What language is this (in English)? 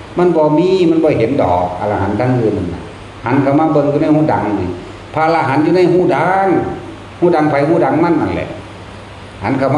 Northeastern Thai